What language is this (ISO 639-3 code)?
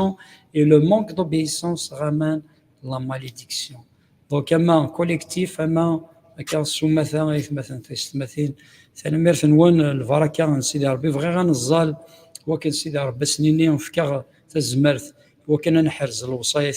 kab